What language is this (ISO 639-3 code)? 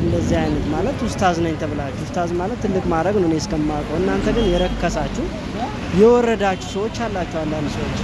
amh